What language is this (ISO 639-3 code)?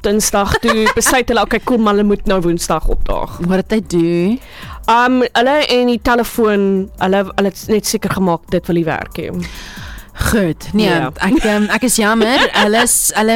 afr